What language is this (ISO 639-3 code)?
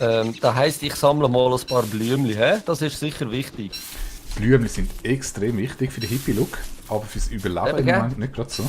gsw